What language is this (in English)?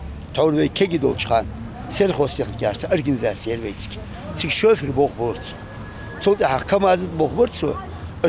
Ingush